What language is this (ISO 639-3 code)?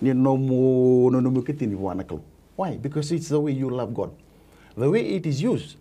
fij